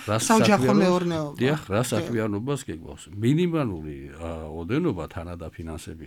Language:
Georgian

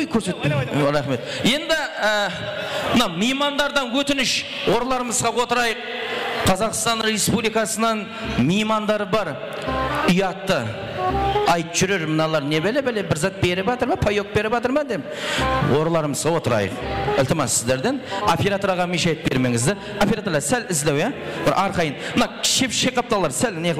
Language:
Kara-Kalpak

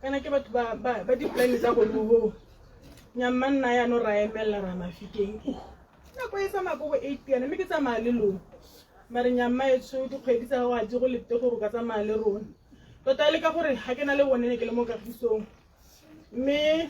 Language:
Tswana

